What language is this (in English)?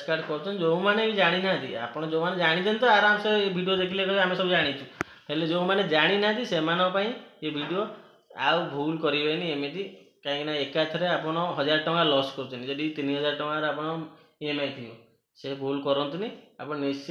Odia